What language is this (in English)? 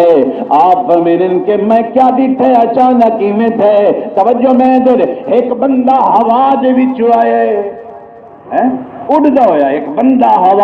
Saraiki